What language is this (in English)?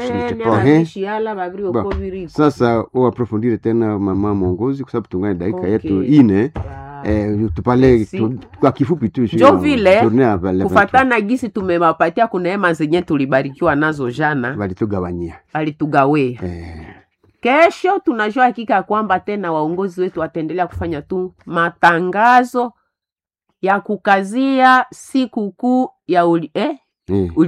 Swahili